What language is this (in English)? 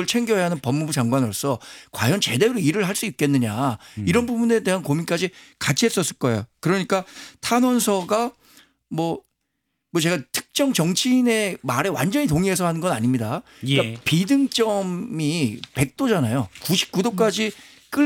Korean